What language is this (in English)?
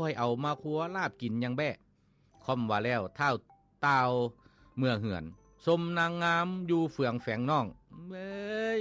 Lao